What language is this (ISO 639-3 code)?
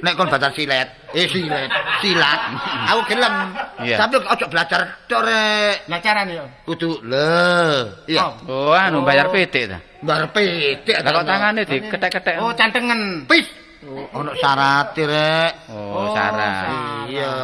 jav